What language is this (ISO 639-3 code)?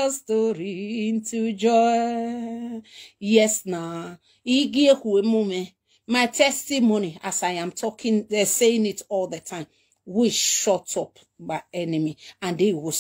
pcm